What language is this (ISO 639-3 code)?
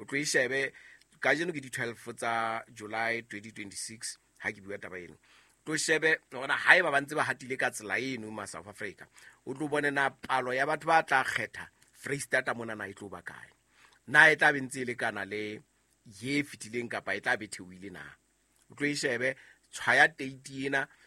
sot